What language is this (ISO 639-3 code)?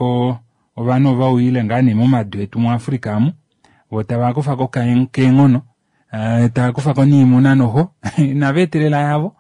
kua